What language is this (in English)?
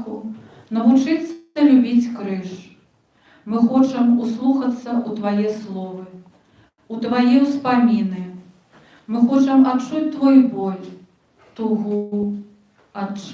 Belarusian